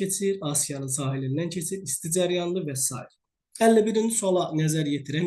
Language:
Azerbaijani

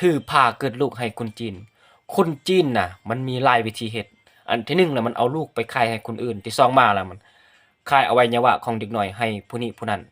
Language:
Lao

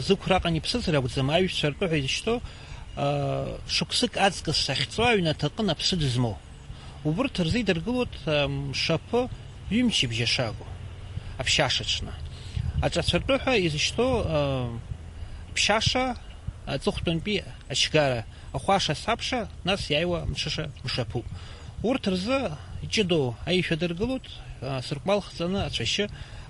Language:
Abkhazian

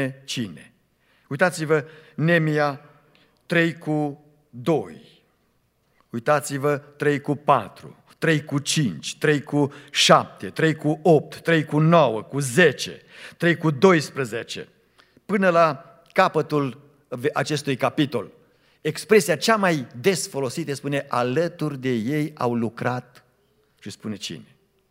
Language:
Romanian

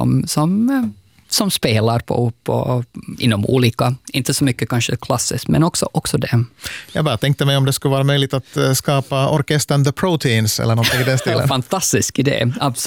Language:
Swedish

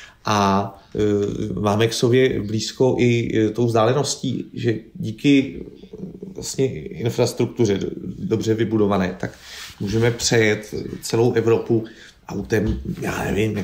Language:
Czech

